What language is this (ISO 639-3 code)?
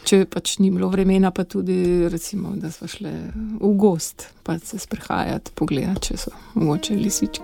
slv